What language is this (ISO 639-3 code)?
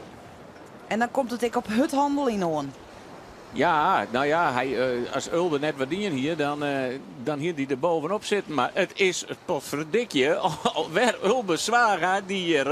fry